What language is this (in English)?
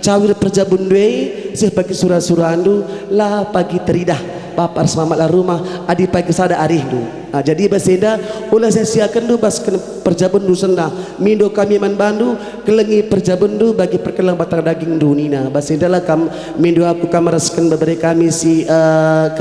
Batak Karo